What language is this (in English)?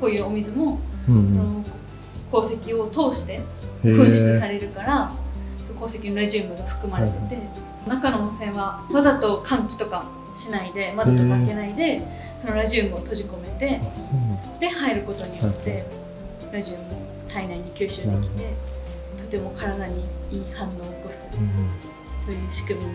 Japanese